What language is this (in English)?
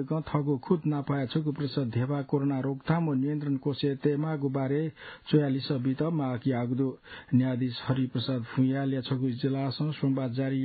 Newari